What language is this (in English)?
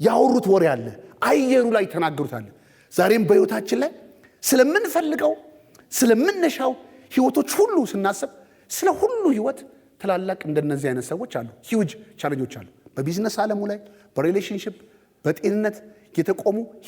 Amharic